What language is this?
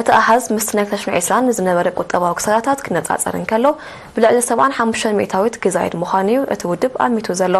Tigrinya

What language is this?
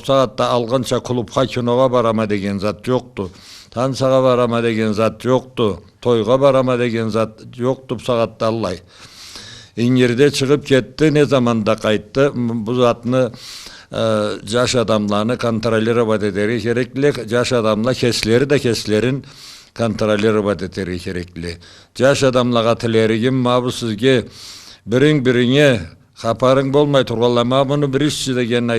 Karachay-Balkar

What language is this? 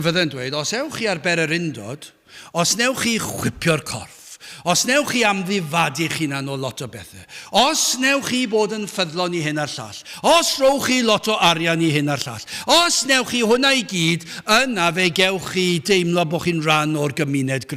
Welsh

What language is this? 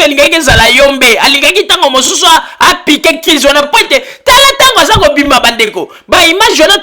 Lingala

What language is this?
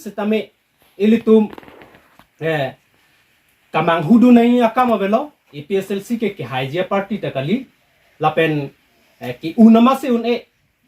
Karbi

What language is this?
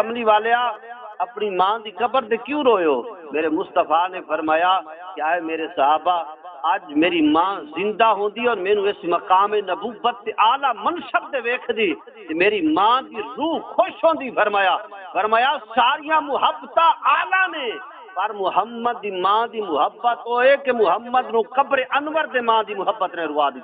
Saraiki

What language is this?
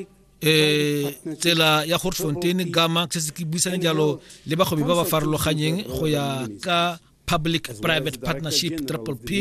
Tswana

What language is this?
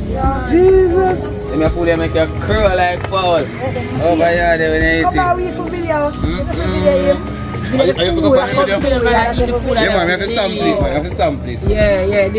Jamaican Creole English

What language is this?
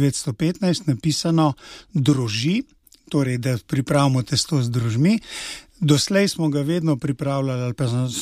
Slovenian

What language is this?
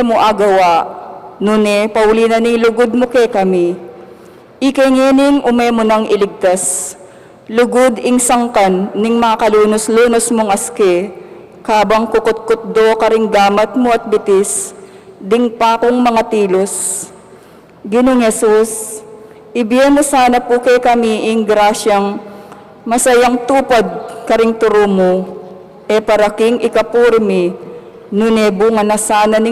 Pampanga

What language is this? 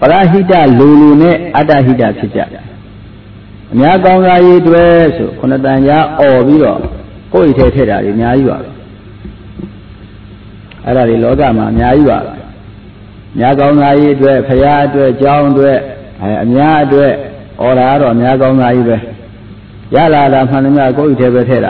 Burmese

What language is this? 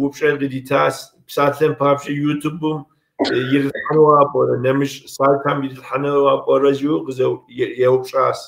Kabardian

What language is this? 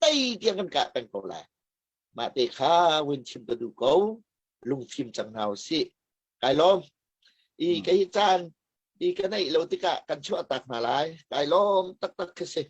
Hakha Chin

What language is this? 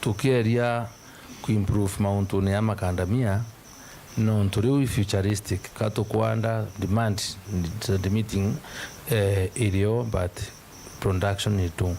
Meru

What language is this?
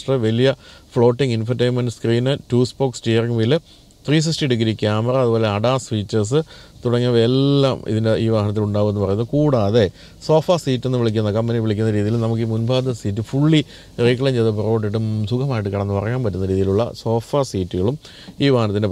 Malayalam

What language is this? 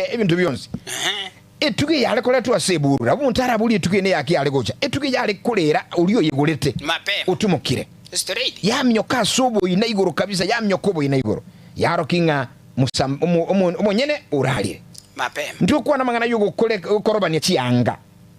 Gusii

